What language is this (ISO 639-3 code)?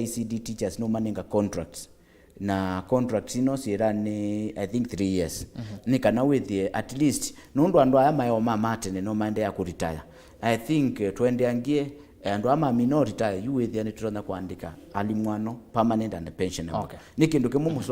kam